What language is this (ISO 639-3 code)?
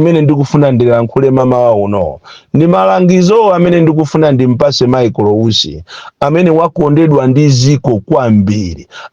nya